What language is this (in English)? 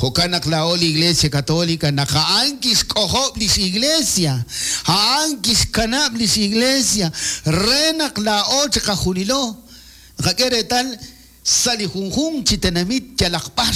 Kekchí